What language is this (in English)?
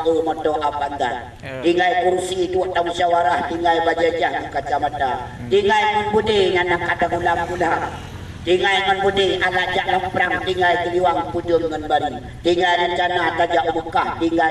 Achinese